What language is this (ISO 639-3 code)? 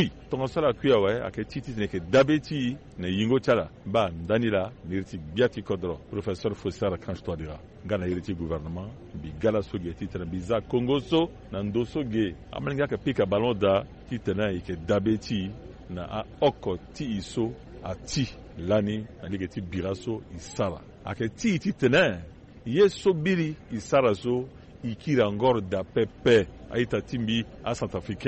sag